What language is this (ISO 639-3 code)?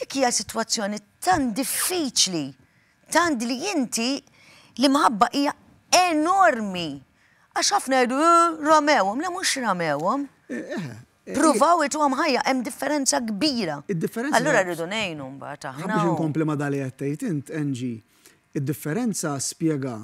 mlt